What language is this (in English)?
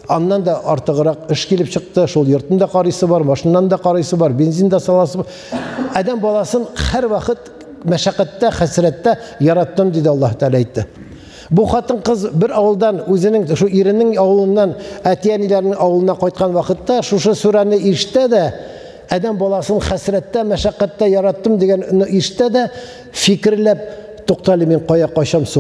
Tatar